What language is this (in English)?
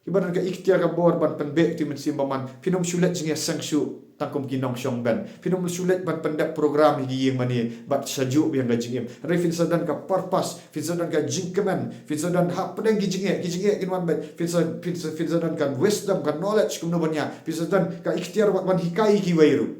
Khasi